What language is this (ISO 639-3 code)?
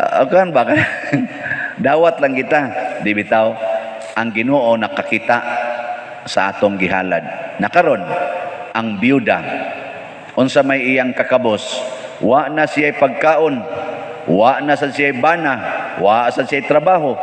ceb